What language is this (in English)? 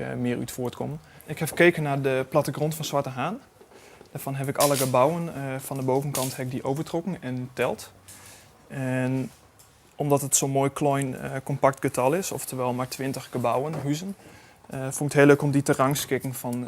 Western Frisian